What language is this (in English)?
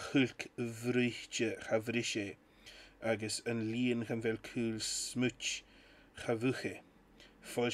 Scottish Gaelic